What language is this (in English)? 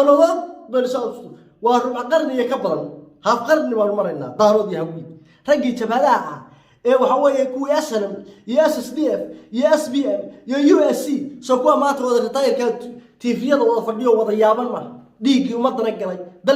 Somali